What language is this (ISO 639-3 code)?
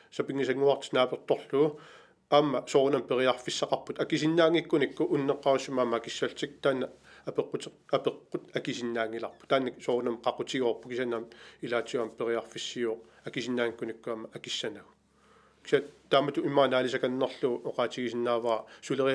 kal